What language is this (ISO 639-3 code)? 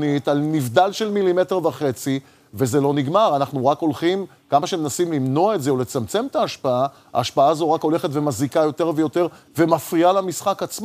heb